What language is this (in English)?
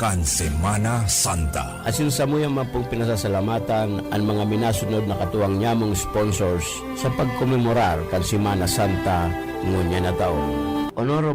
Bikol